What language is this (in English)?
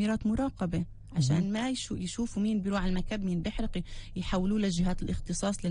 North Levantine Arabic